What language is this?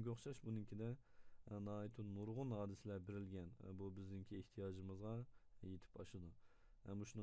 Uyghur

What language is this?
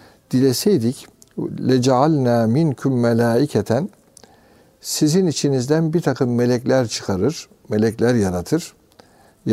Turkish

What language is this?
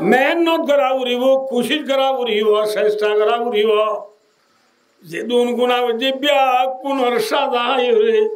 Rohingya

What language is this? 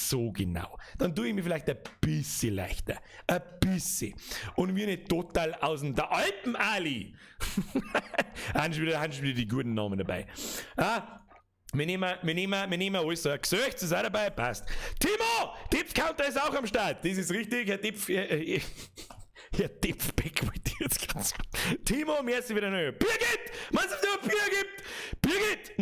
Bavarian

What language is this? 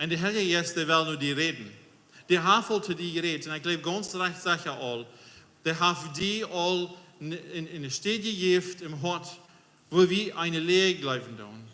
Plautdietsch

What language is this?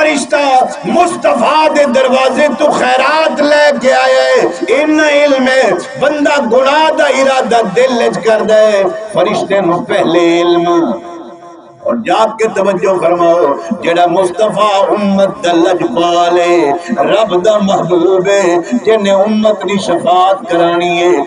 Saraiki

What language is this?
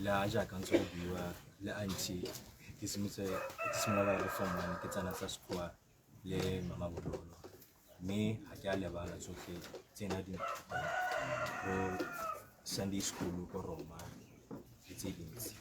Tswana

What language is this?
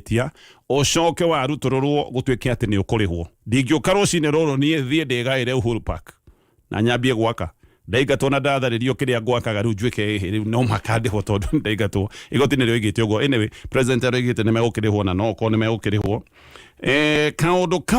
Kikuyu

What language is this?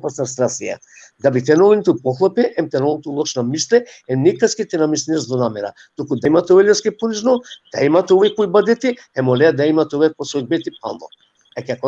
Balkan Romani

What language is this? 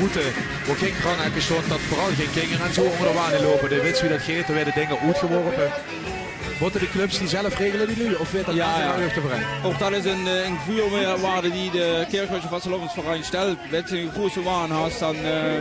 Limburgish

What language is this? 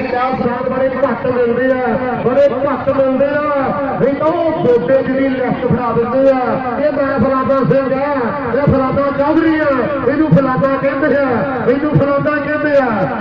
Punjabi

